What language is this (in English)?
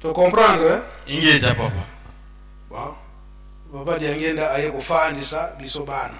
Lingala